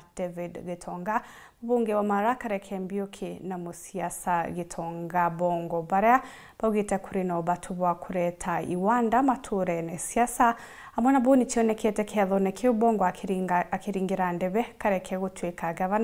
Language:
Meru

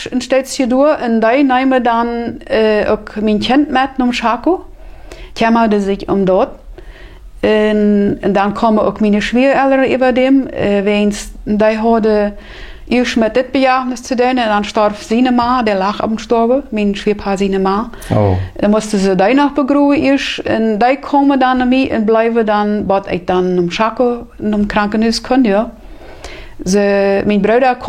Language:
Plautdietsch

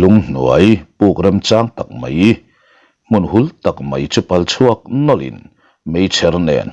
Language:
Mizo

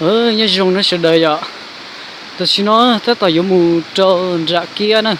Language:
Hmong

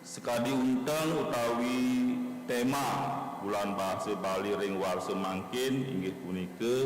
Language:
Balinese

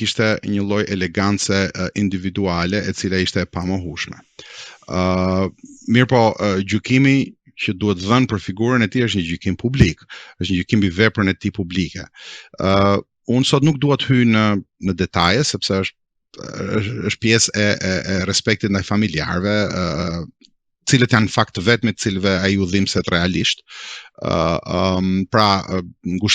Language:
Albanian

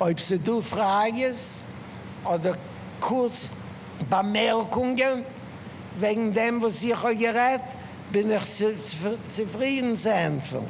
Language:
Yiddish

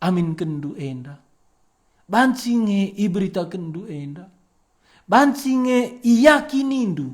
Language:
Batak Karo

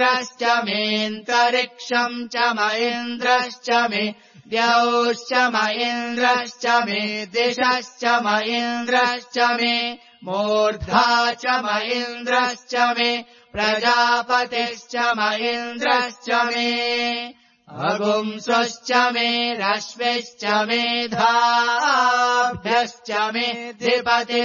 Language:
Sanskrit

